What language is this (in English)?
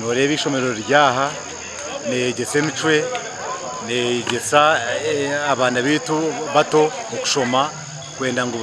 Nyankole